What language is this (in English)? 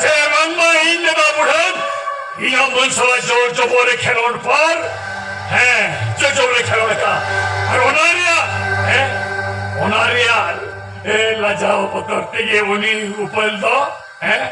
Santali